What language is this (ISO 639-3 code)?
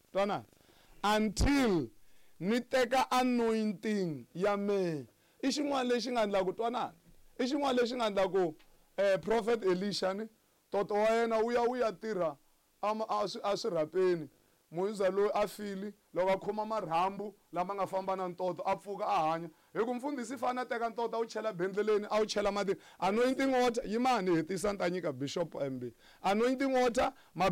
tso